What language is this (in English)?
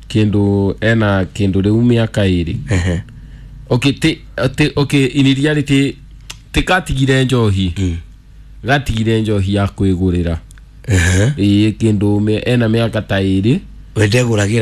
Kikuyu